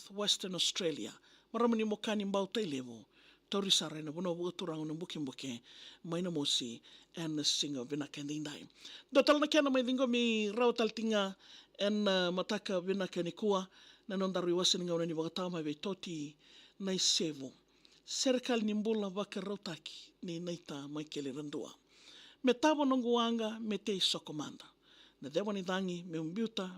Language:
Fijian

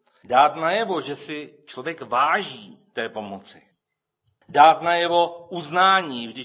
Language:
Czech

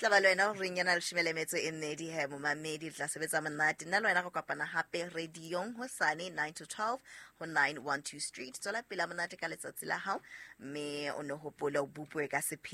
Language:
Southern Sotho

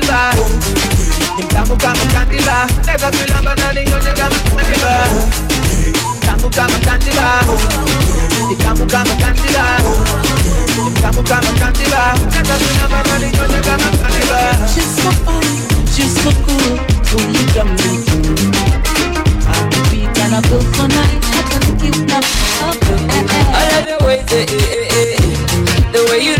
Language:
Swahili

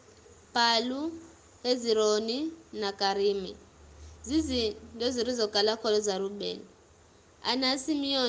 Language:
Giryama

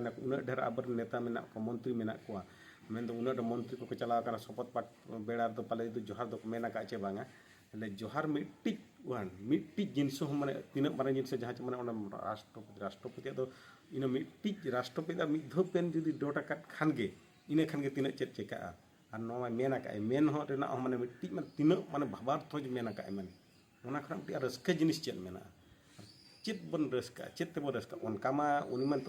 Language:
Santali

